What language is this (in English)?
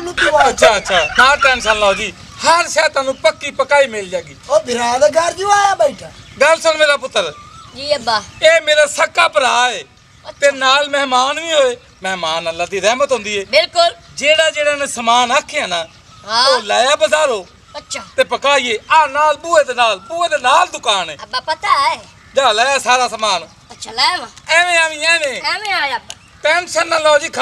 Punjabi